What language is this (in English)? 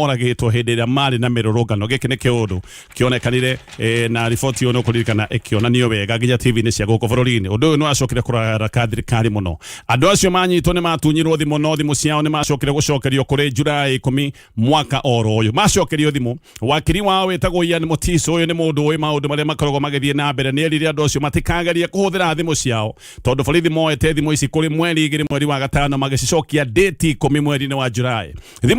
Kikuyu